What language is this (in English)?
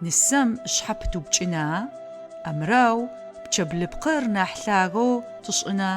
Adyghe